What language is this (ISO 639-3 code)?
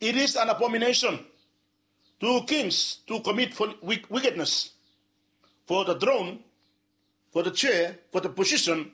bis